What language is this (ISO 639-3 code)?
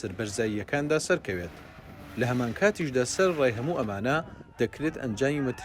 ckb